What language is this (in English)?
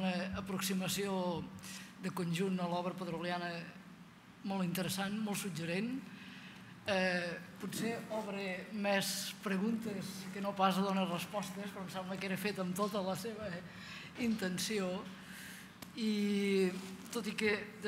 Catalan